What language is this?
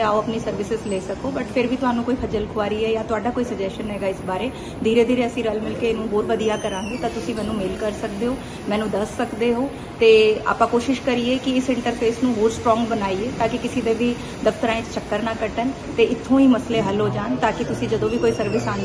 Punjabi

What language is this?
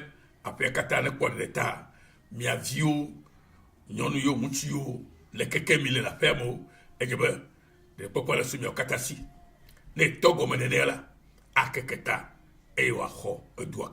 Ewe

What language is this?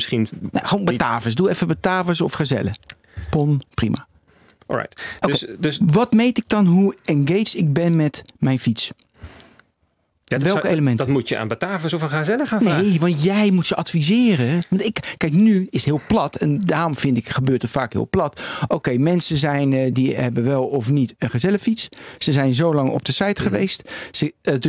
Dutch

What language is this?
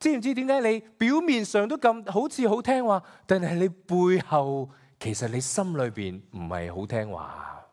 Cantonese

